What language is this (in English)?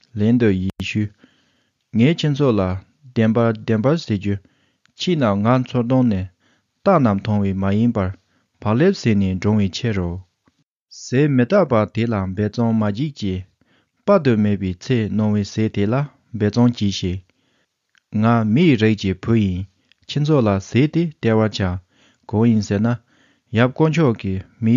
Tibetan